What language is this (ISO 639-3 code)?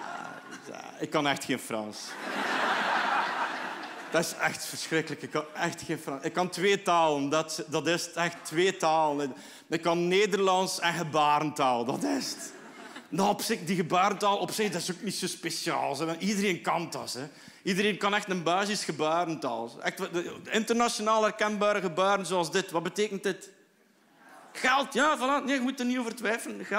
nld